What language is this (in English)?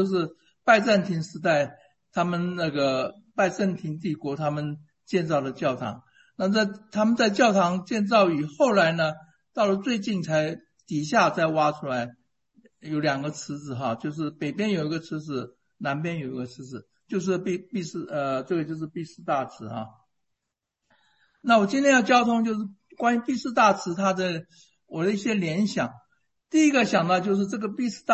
Chinese